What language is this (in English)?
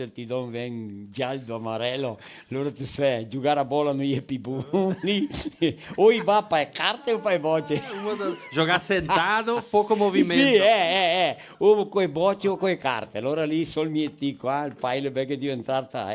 Venetian